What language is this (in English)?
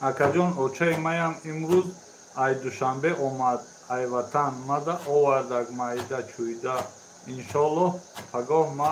Tajik